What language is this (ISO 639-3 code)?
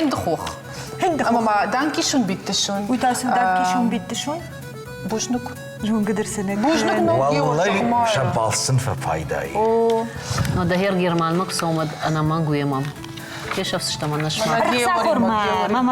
oss